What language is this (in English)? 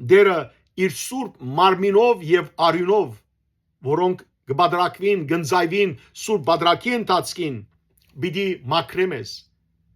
Western Armenian